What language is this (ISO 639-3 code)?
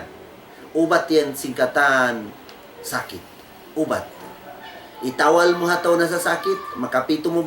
tsg